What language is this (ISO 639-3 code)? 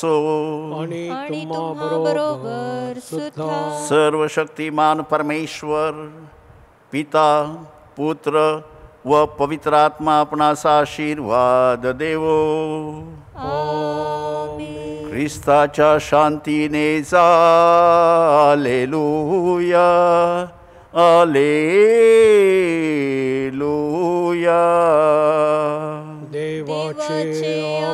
mar